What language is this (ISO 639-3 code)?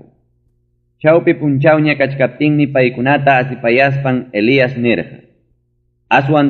quy